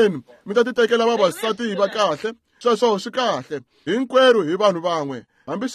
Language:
Tsonga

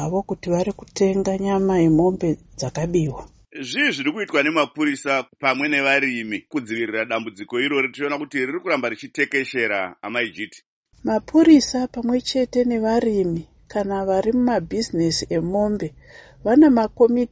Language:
Shona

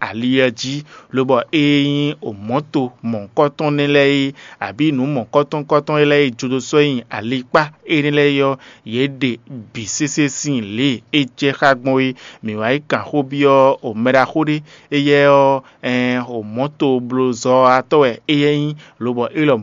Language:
Fon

